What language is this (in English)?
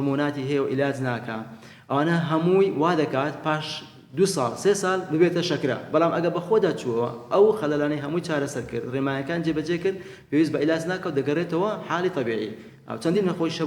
Central Kurdish